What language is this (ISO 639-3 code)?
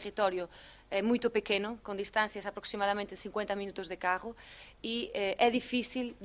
glg